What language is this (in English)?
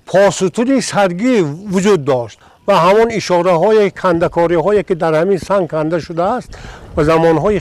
Tajik